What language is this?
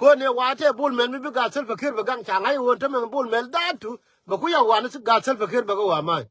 Nuer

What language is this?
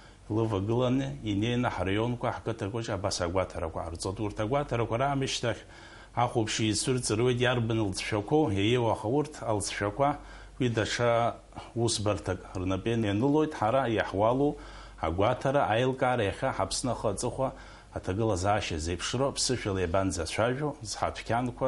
Abkhazian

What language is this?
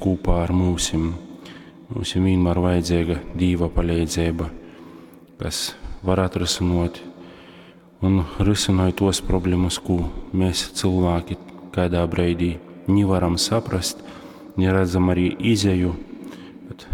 Latgalian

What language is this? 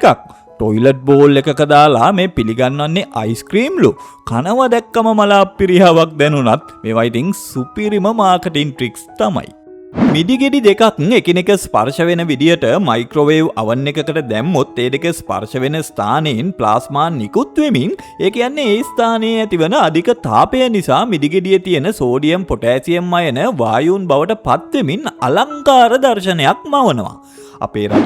Sinhala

